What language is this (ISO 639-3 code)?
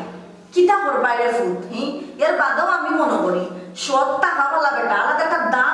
syl